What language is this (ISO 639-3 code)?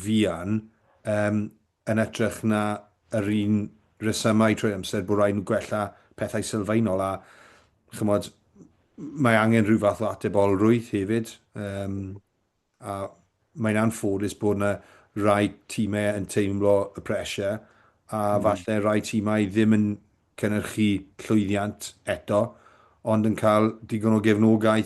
cym